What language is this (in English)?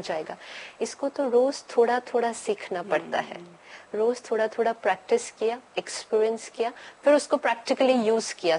Hindi